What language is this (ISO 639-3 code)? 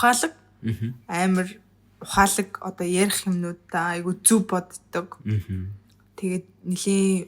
mon